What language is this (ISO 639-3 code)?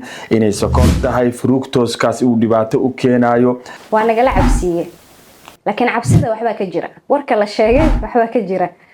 som